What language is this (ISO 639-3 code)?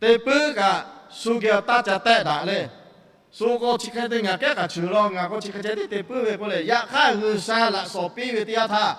lhu